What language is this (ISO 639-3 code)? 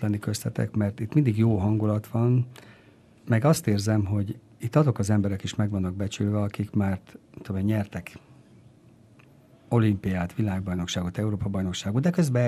hun